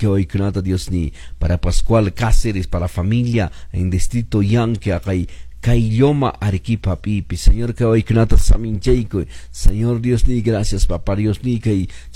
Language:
Quechua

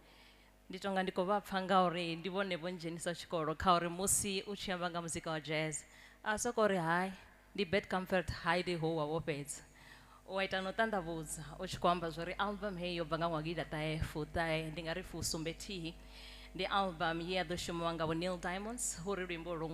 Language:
Venda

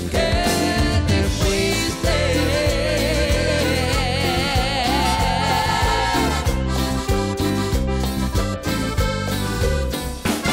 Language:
Spanish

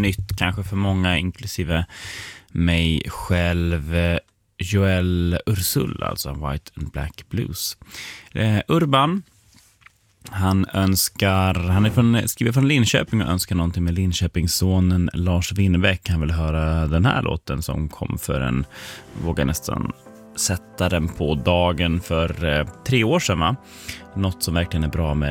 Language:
Swedish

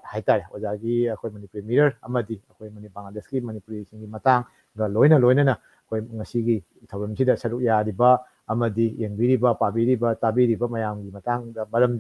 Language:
Manipuri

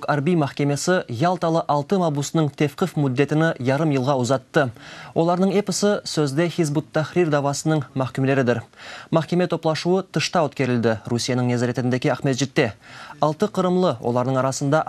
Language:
Crimean Tatar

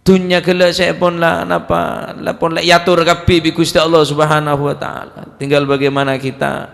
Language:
Madurese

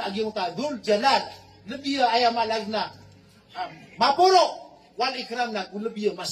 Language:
Maranao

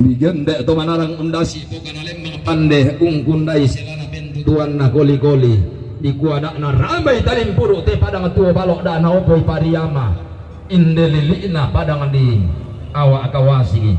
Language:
Toraja-Sa'dan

